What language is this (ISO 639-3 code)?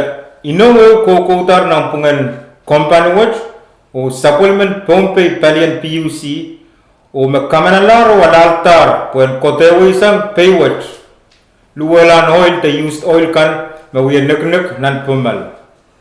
pon